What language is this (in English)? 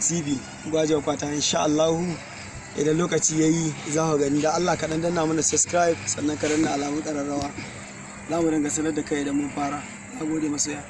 Hausa